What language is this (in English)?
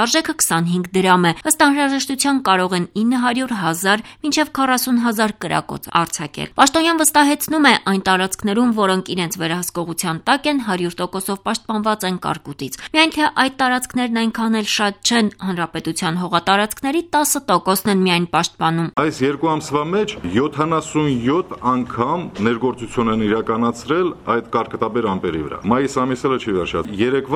Armenian